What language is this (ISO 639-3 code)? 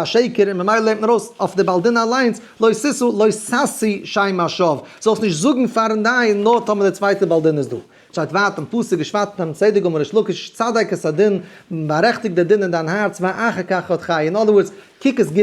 yid